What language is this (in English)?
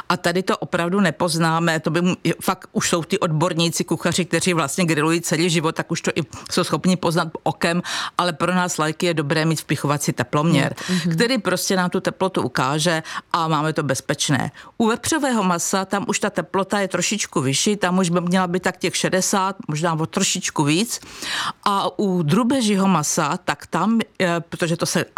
Czech